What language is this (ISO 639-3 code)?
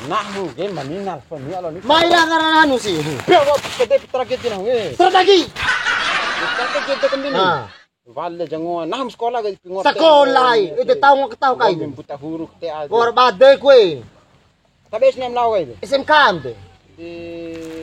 bhp